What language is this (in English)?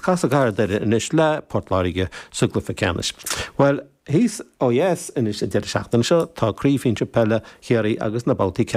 Irish